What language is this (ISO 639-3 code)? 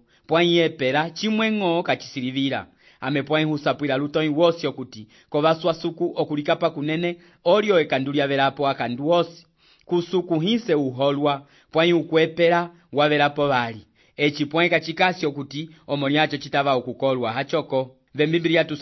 umb